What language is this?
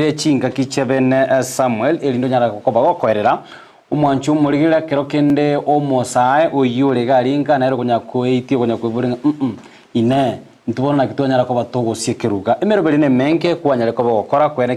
Gusii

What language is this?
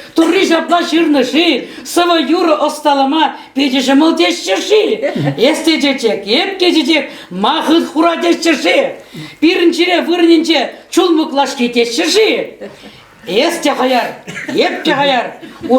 Chuvash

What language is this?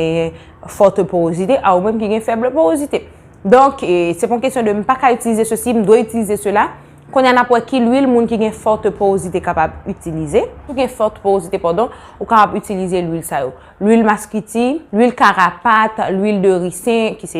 Haitian Creole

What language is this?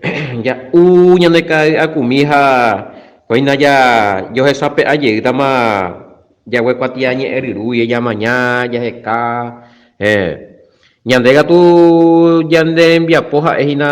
Guarani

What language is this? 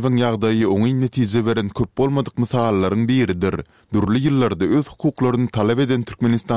Turkmen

